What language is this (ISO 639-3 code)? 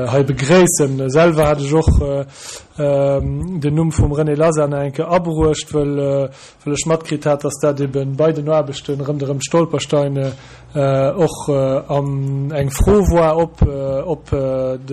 ltz